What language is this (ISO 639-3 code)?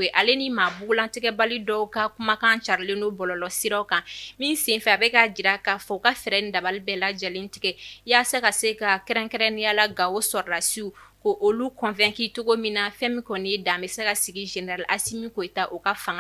bam